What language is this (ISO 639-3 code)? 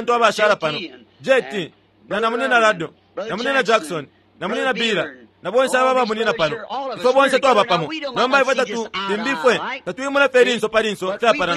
bem